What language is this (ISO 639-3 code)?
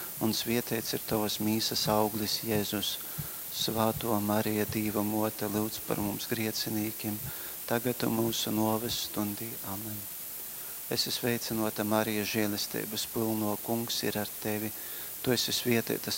ltg